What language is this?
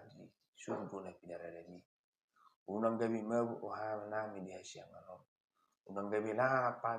Batak Toba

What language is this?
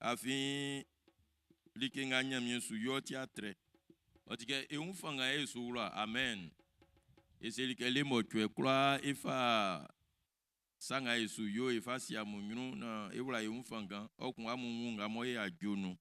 Baoulé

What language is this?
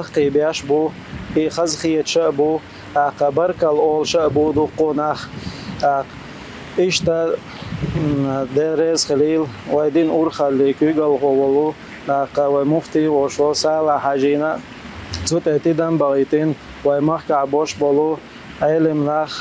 Chechen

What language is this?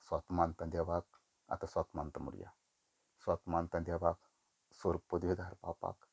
Konkani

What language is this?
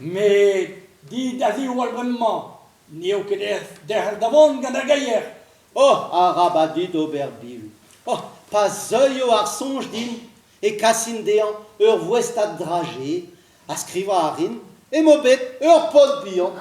Breton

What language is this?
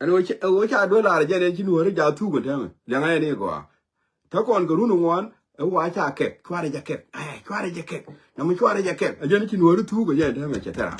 Nuer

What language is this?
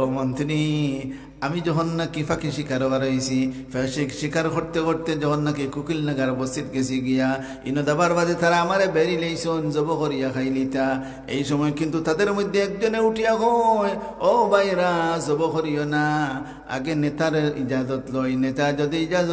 Sylheti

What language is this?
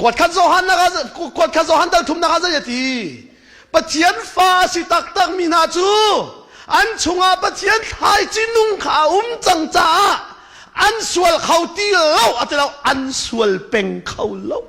Hakha Chin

